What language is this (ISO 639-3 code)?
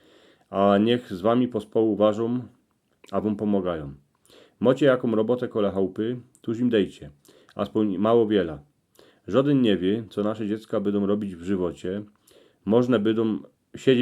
szl